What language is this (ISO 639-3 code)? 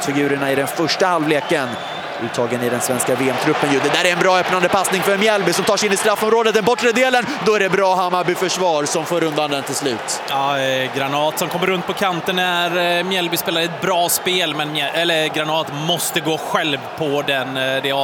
swe